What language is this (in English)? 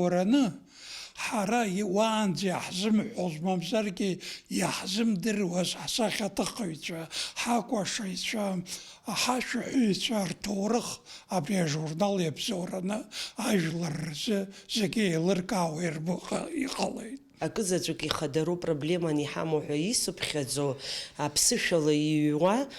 Abkhazian